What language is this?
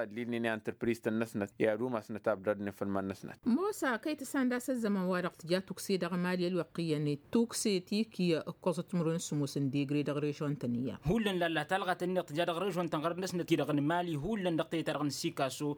Tamasheq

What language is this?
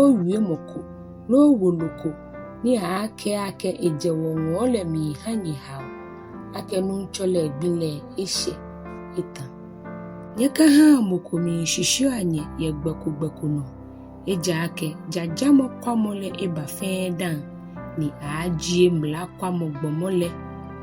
Ga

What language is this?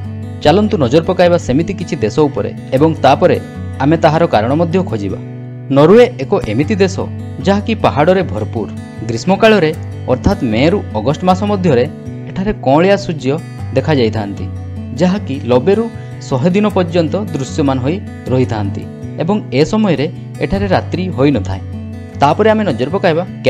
Odia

